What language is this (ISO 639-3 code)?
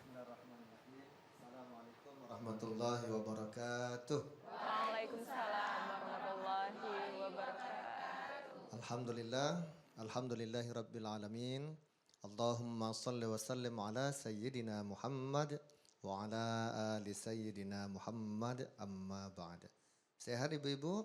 mui